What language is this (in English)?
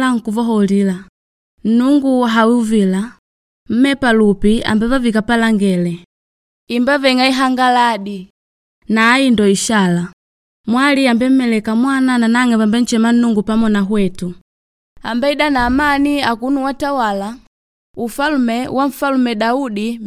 Makonde